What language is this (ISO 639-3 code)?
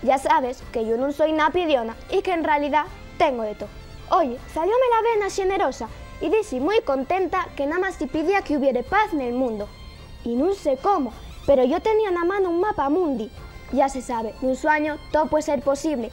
ast